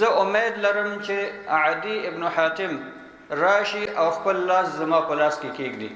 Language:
Pashto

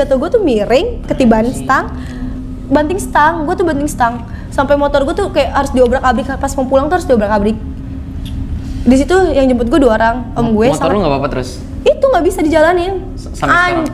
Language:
Indonesian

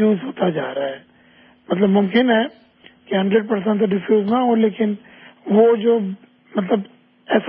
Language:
Urdu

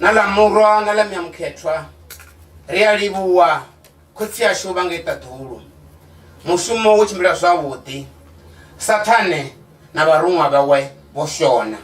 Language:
Venda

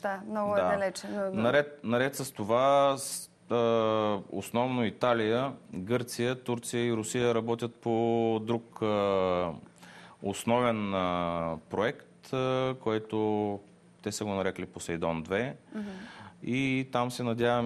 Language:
Bulgarian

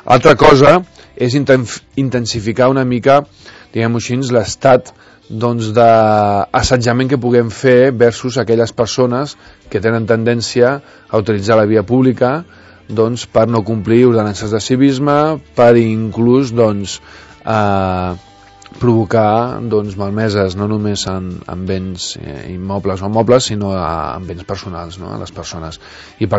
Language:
Catalan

